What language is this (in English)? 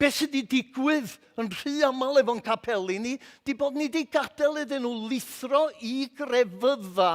Welsh